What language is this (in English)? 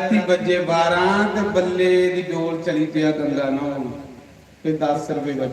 Dogri